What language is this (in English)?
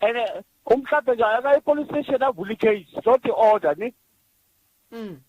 Northern Sotho